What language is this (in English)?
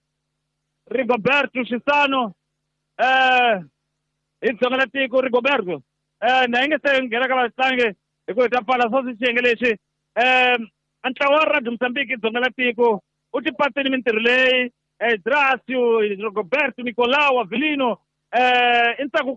Tsonga